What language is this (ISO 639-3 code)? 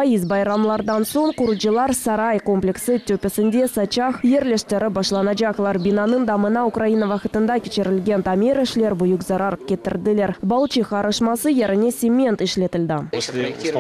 crh